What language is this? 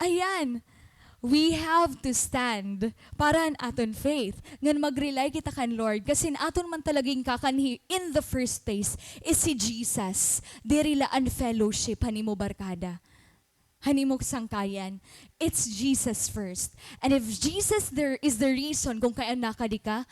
Waray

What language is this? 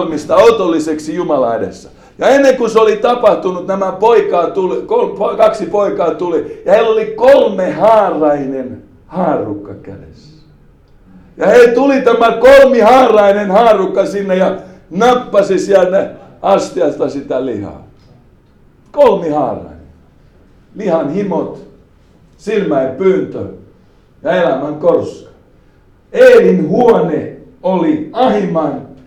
Finnish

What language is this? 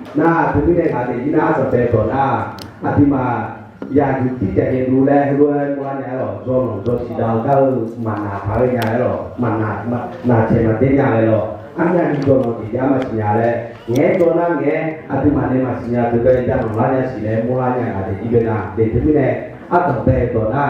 Akha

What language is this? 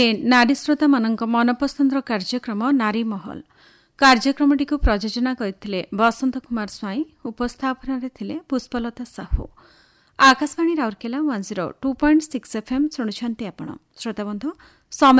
Odia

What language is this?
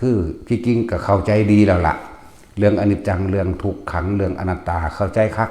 Northeastern Thai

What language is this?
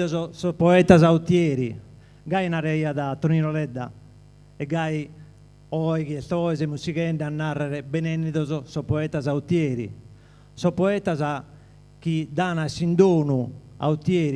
Sardinian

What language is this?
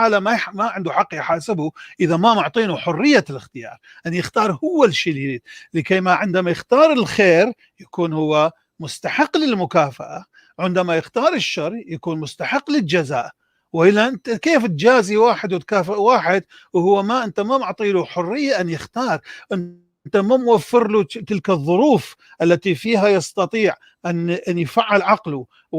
North Levantine Arabic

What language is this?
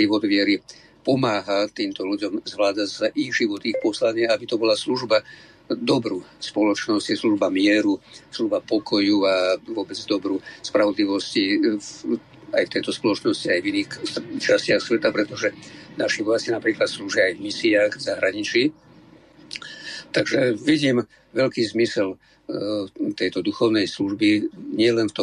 Slovak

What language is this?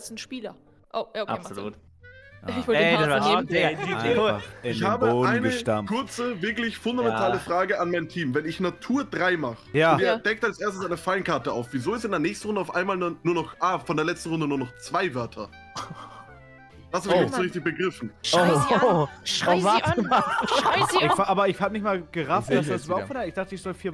German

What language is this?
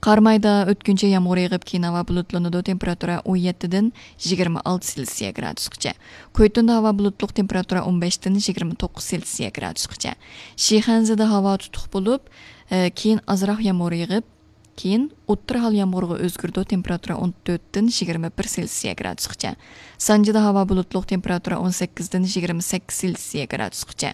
Uyghur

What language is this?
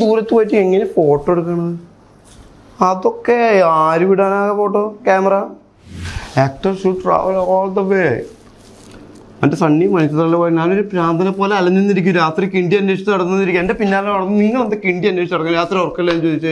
Malayalam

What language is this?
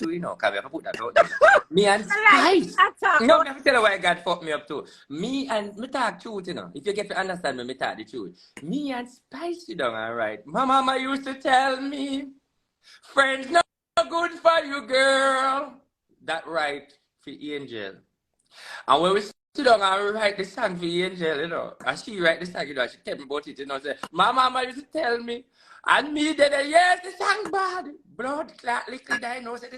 Jamaican Creole English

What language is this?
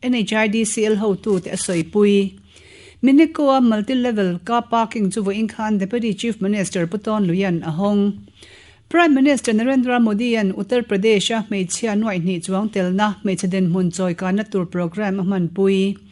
Mizo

